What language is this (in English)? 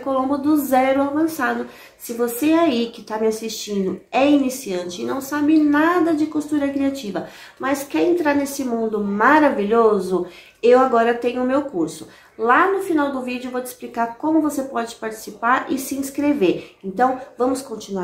Portuguese